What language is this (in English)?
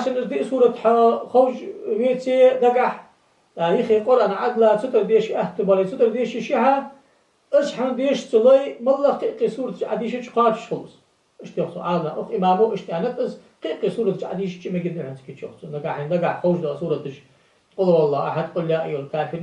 Ingush